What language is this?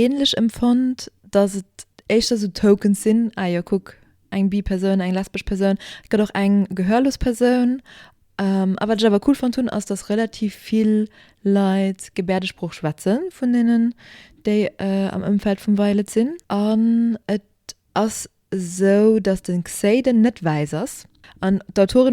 Luxembourgish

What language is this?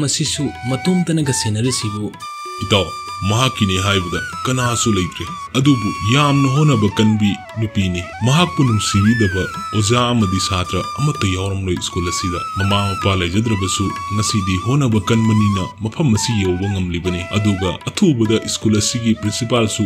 Manipuri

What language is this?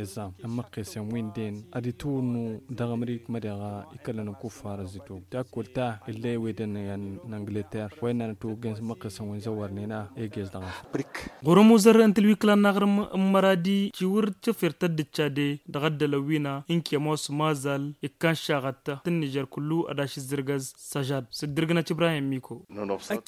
Tamasheq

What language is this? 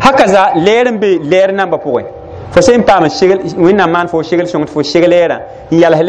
Mossi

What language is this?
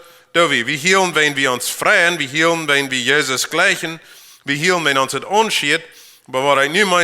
Plautdietsch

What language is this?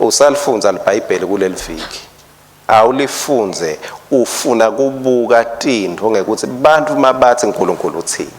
Swati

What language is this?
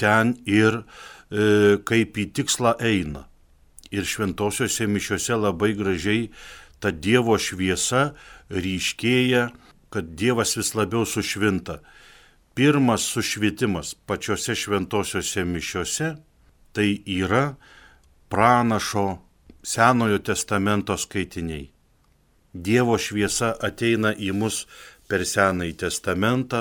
Lithuanian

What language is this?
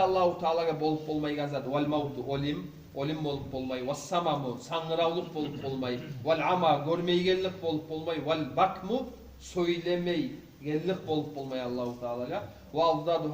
Kumyk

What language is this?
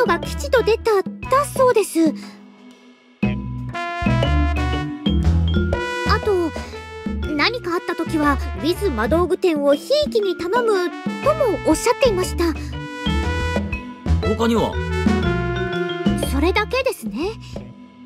Japanese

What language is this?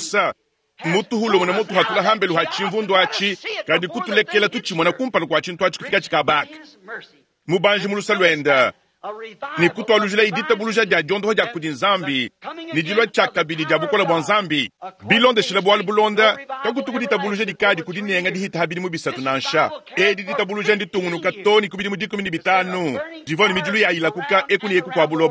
Luba-Lulua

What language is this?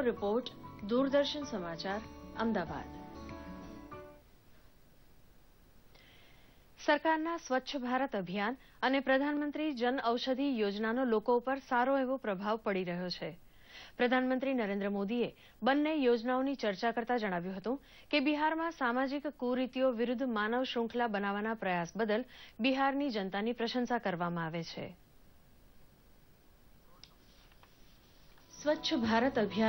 Gujarati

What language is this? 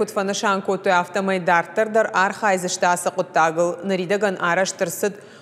Ossetic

